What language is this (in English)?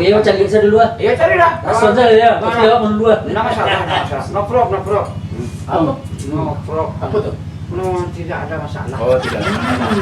Minangkabau